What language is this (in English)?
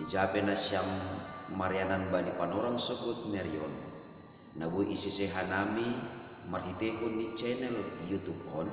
Batak Simalungun